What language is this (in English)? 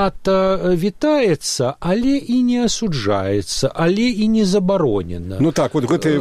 Belarusian